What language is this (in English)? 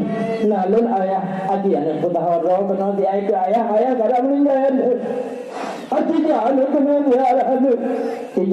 Achinese